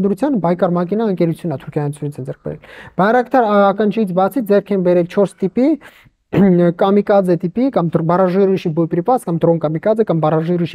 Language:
Armenian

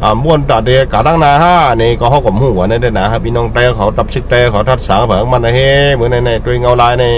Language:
Shan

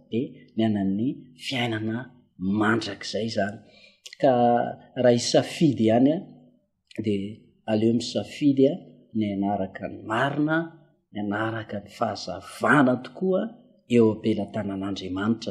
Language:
Malagasy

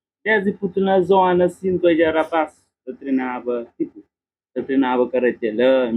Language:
Kabuverdianu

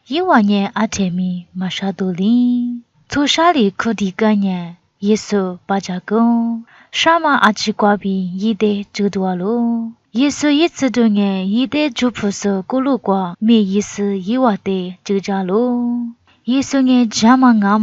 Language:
Lisu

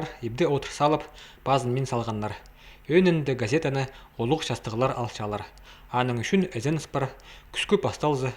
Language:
Khakas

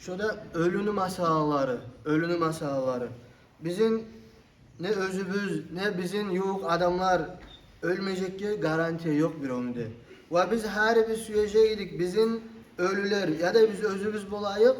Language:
Kumyk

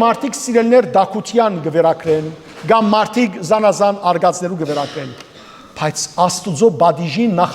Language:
Western Armenian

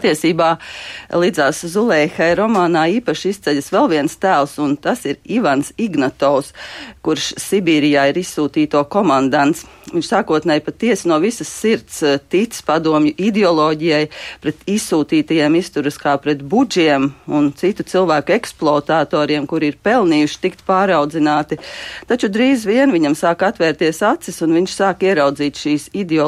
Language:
Latvian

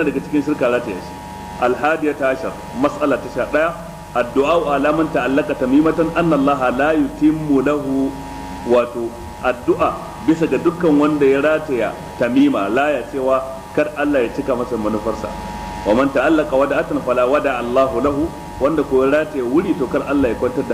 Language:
Hausa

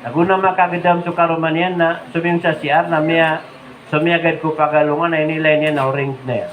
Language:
Maranao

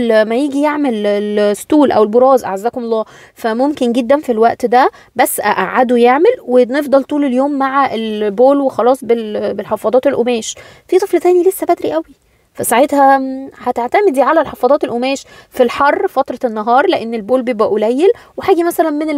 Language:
Egyptian Arabic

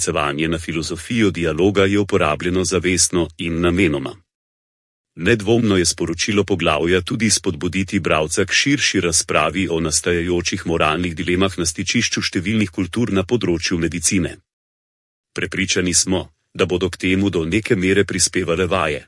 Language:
Slovenian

